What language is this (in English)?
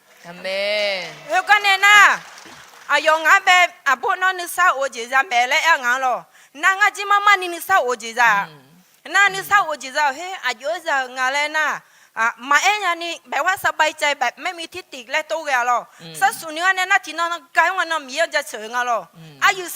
Akha